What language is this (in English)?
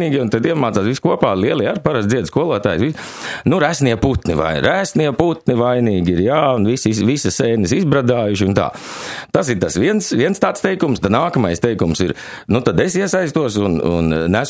Latvian